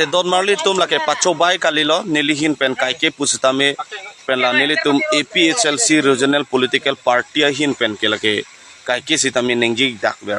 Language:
Karbi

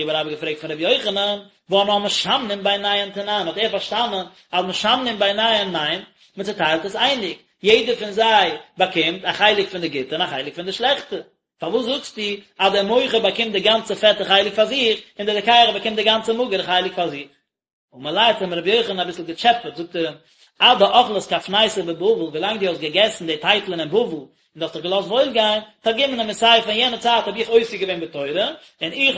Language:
Yiddish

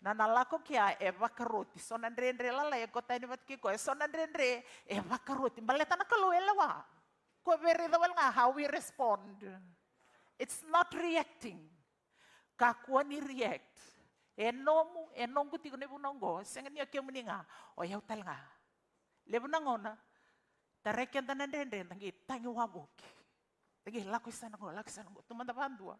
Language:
Fijian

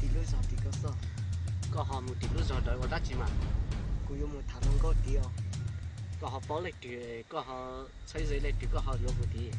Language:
Hmong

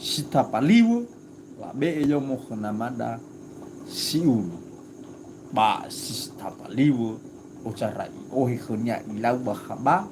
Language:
Nias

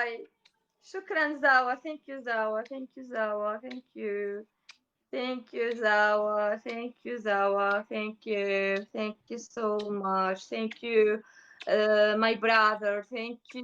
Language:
Somali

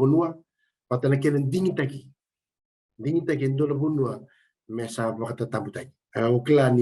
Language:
Fijian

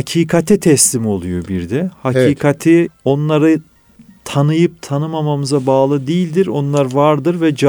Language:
Turkish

